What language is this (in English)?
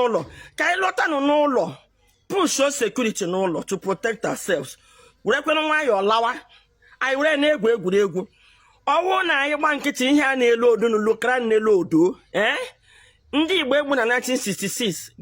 Igbo